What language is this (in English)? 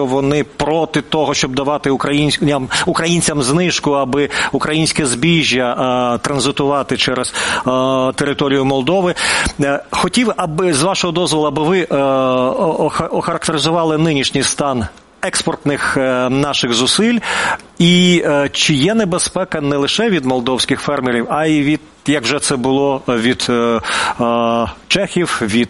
Ukrainian